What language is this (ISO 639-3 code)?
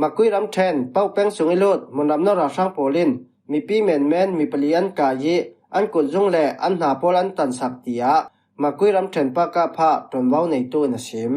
cfm